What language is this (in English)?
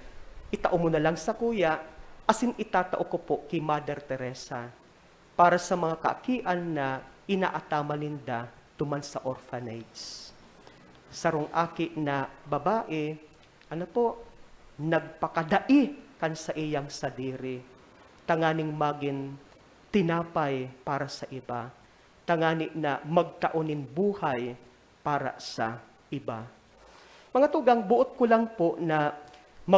Bikol